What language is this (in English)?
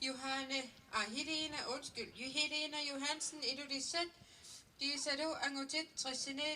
Kalaallisut